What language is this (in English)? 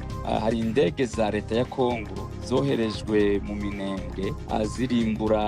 Rundi